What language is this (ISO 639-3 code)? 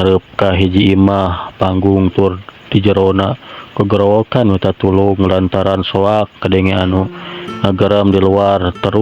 sun